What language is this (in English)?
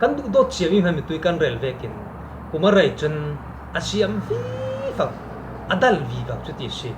Falam Chin